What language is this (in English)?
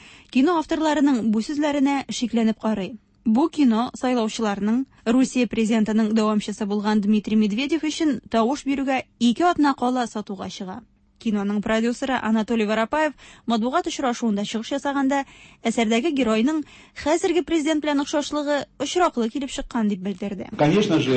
Tatar